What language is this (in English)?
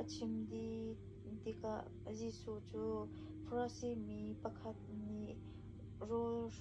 Hakha Chin